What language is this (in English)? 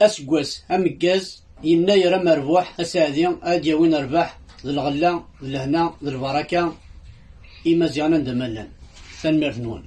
Kabyle